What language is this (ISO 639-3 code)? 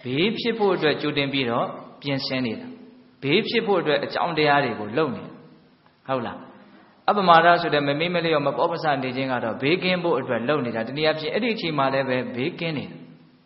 mya